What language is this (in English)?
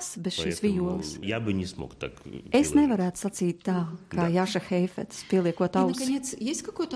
Latvian